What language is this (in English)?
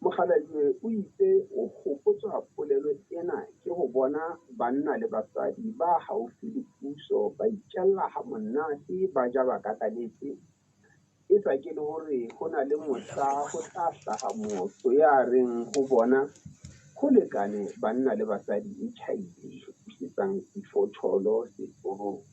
Southern Sotho